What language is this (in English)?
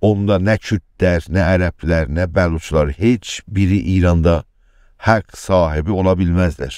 South Azerbaijani